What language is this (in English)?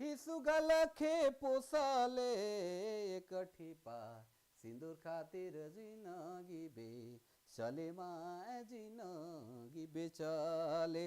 Sadri